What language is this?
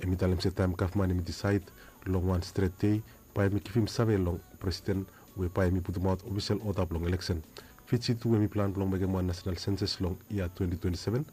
Bislama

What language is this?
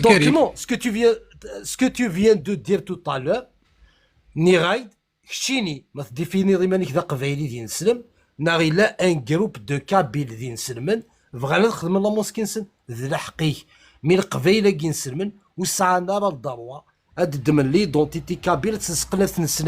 Kabyle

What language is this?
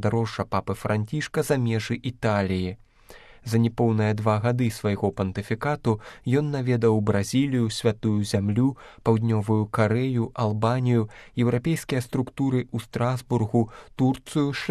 Belarusian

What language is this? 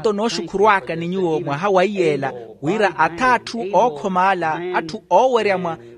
Makhuwa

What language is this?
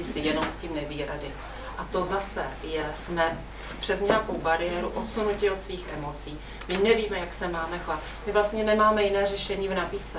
Czech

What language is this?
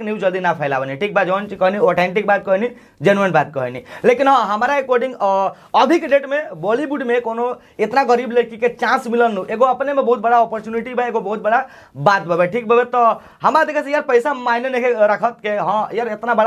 Bhojpuri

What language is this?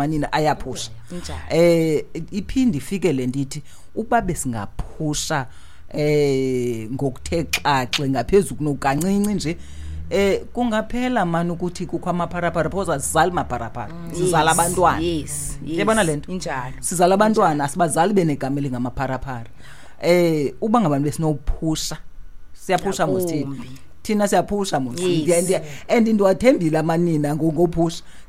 Xhosa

